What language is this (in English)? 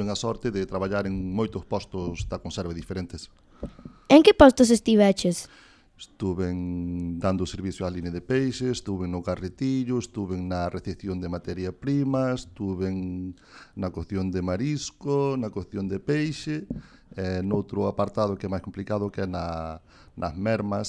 Galician